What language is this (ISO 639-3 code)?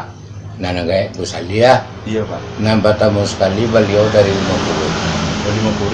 min